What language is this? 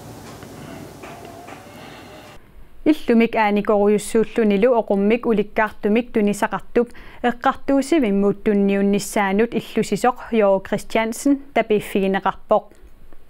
Kalaallisut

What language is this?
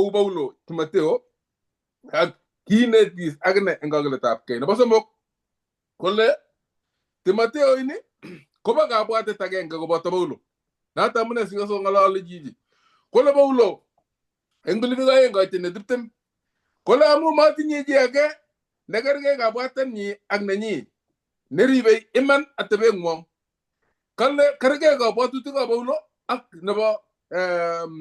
Kalenjin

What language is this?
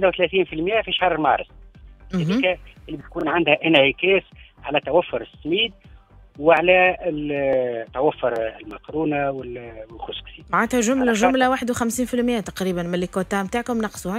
Tunisian Arabic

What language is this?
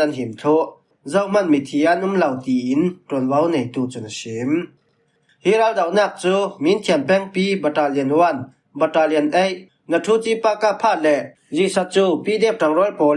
Falam Chin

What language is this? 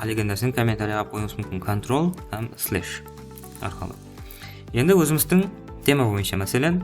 Kara-Kalpak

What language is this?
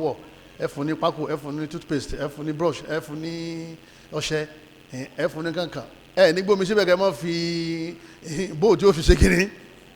Yoruba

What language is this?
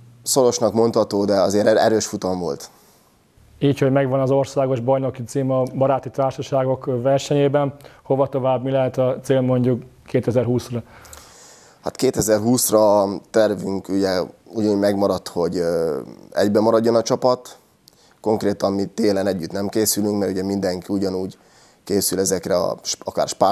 Hungarian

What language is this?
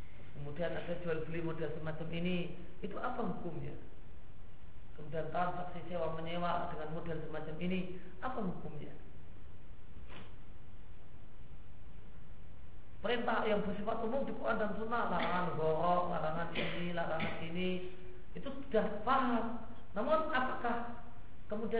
Indonesian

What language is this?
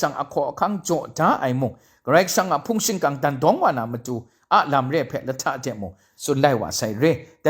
Kachin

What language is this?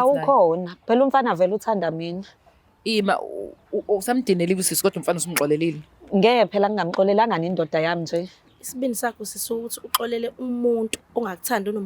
Zulu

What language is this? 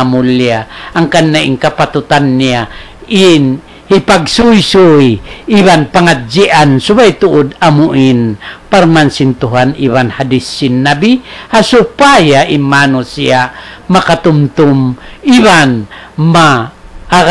Tausug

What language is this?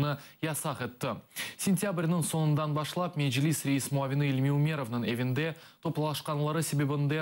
Crimean Tatar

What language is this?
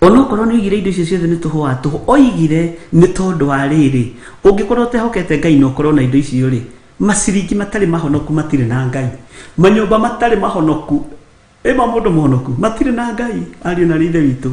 Kikuyu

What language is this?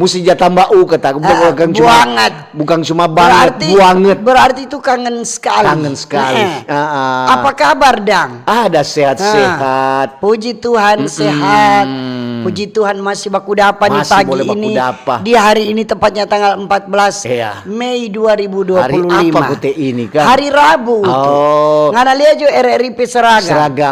Manado Malay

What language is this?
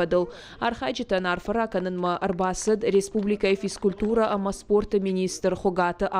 Ossetic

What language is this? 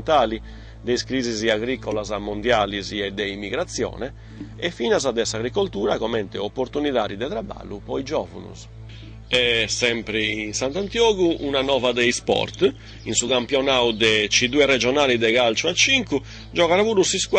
Sardinian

